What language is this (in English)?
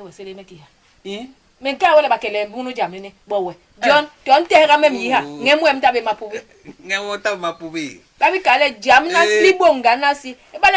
Basaa